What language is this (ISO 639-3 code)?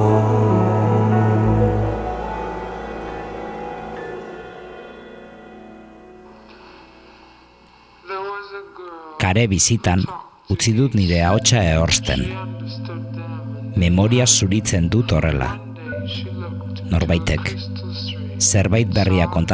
eus